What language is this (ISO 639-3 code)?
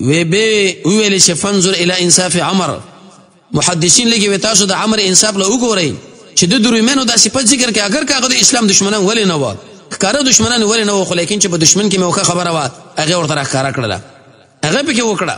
pus